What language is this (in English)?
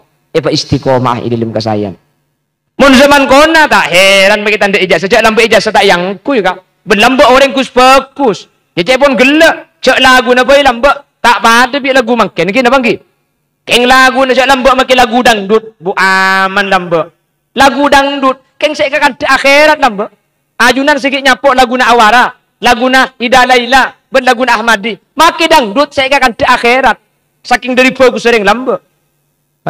Madurese